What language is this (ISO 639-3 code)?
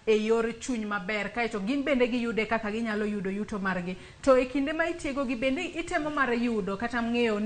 luo